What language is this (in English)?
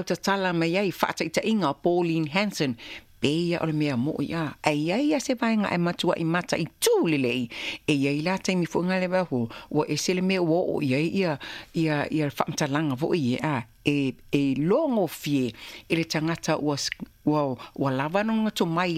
Samoan